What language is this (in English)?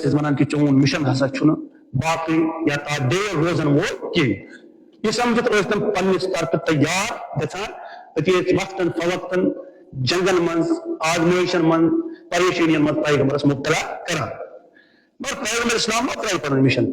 Kashmiri